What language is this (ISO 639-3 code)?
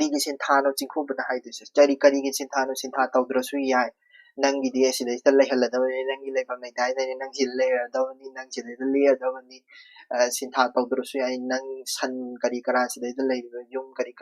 mni